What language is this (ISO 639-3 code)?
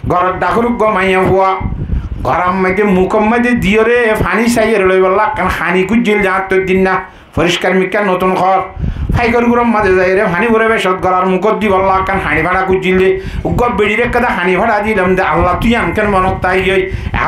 rhg